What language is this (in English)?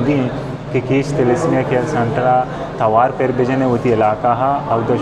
Eastern Balochi